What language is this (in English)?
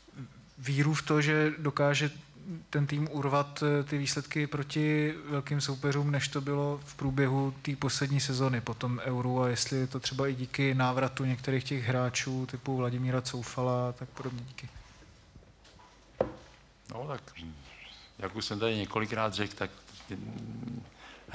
Czech